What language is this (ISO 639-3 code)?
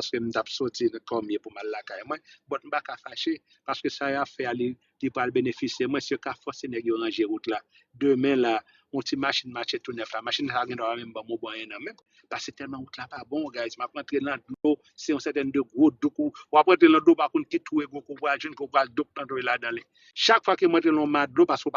hat